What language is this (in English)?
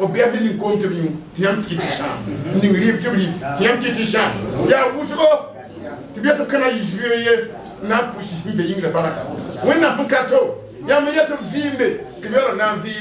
Mossi